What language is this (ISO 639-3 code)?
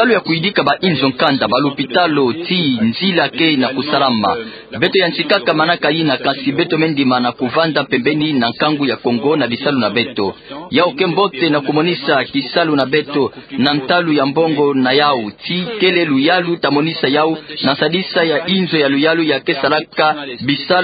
ktu